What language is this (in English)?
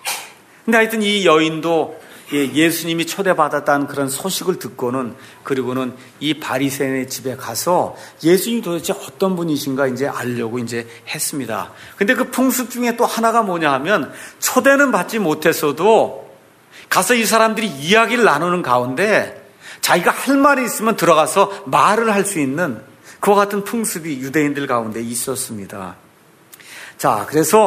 Korean